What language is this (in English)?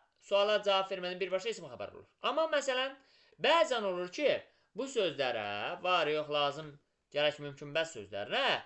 Azerbaijani